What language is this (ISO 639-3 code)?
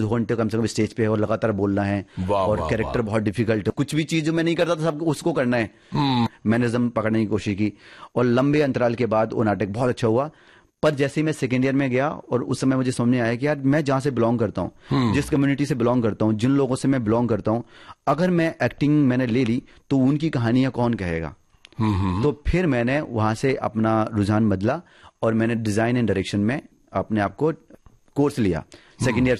hin